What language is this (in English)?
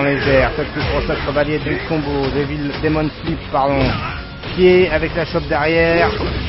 French